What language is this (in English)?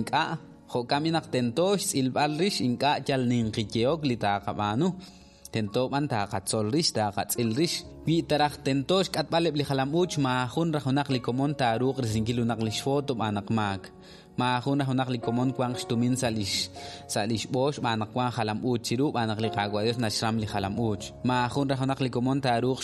Kekchí